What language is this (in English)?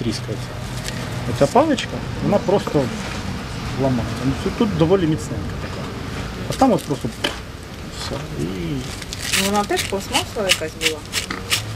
Ukrainian